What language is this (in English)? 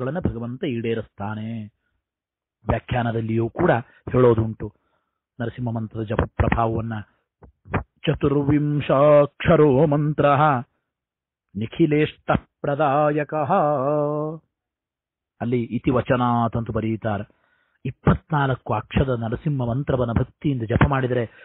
Kannada